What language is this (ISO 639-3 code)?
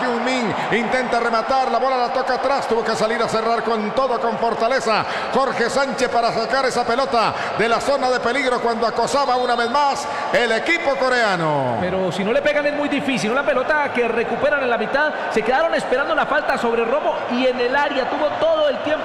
spa